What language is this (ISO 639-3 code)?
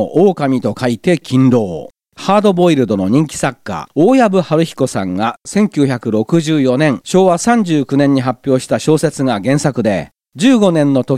jpn